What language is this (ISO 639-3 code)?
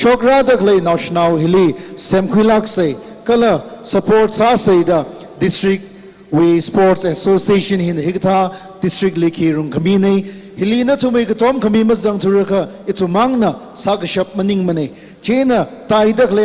nmf